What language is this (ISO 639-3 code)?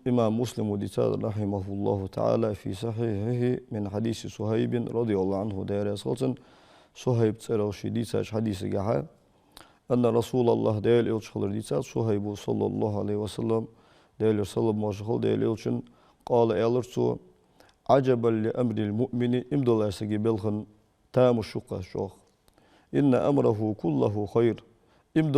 inh